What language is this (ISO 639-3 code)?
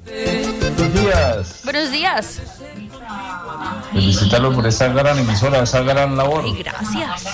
spa